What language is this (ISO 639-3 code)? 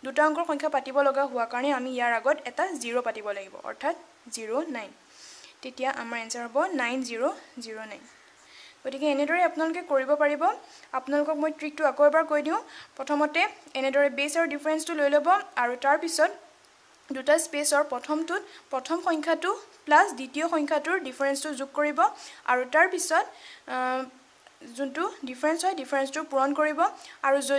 asm